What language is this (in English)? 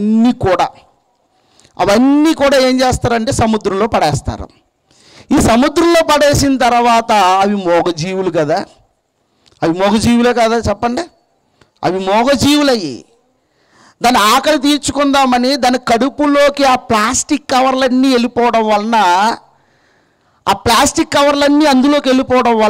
Telugu